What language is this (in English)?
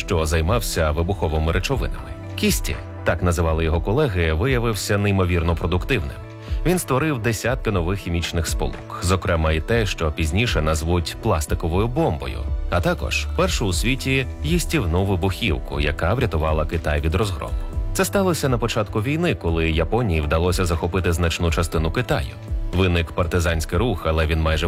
Ukrainian